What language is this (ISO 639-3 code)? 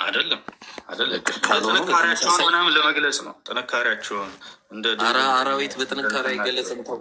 amh